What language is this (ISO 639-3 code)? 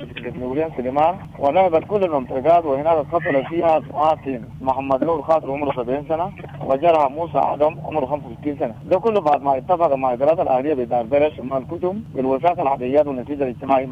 apd